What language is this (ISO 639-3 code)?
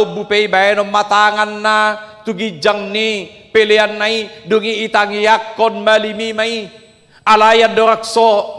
bbc